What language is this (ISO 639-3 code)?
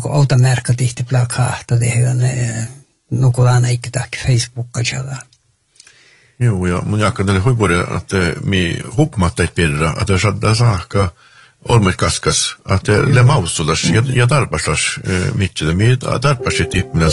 fin